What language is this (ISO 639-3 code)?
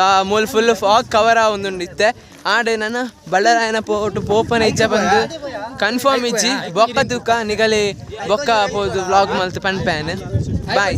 tcy